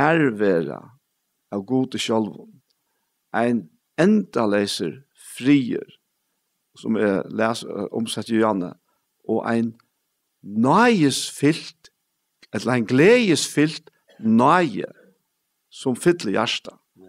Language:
Faroese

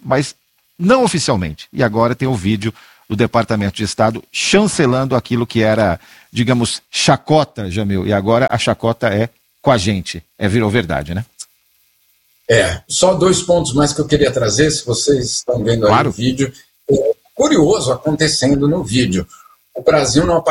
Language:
Portuguese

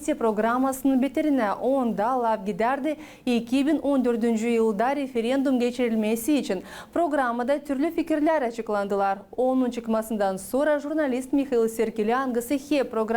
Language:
Gagauz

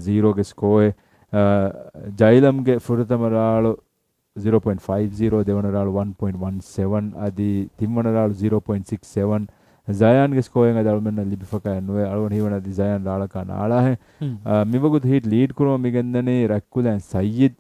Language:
Divehi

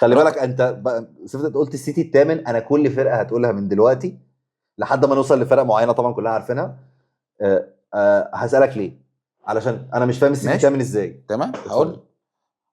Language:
Egyptian Arabic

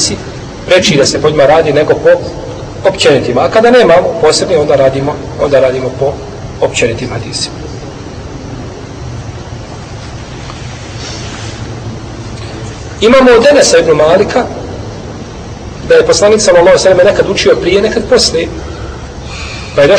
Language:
Bosnian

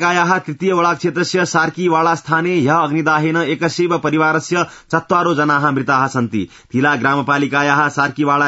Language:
Sanskrit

